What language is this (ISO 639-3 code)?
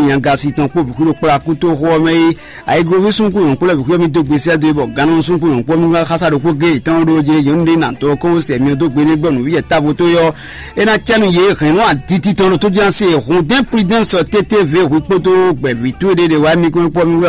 fon